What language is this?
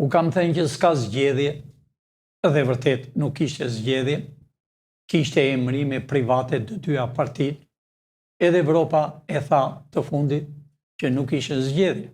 Albanian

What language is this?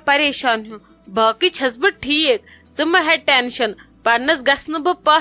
Kashmiri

